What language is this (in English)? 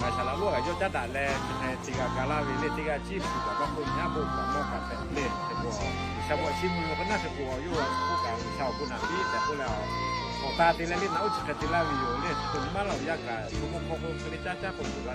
Lahu